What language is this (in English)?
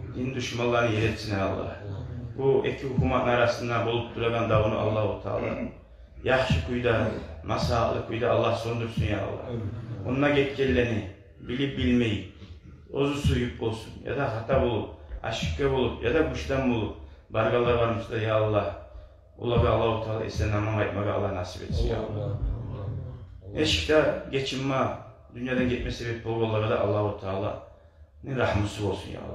Kumyk